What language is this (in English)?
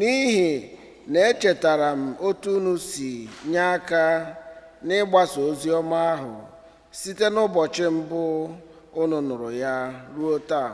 Igbo